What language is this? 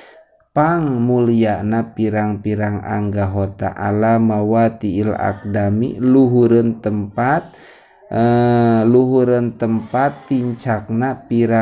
Sundanese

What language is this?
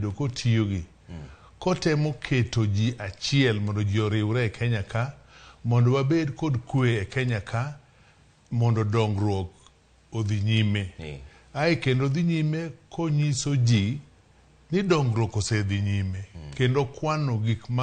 Luo (Kenya and Tanzania)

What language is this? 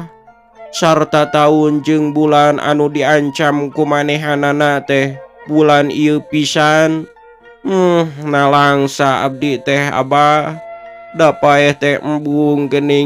Sundanese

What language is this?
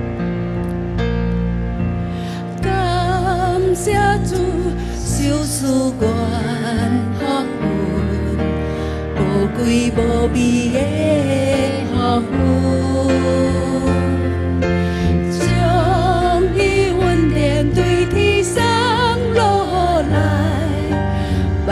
Min Nan Chinese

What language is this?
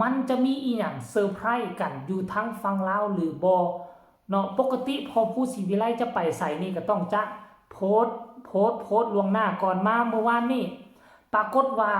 Northeastern Thai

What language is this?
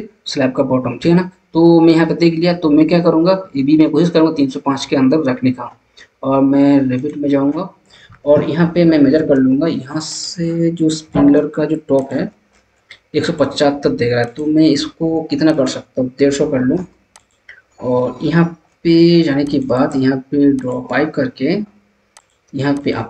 Hindi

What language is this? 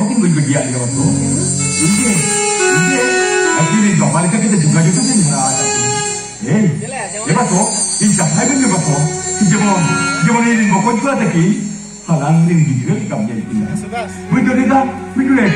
Santali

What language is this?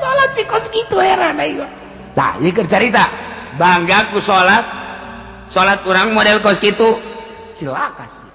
Sundanese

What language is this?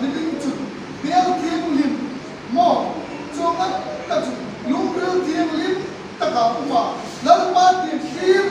Hmar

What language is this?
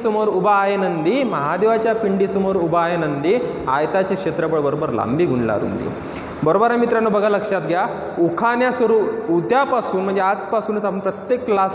Marathi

